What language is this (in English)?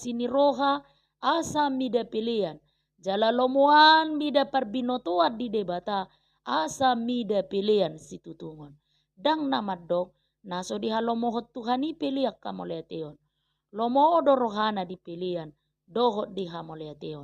Batak Toba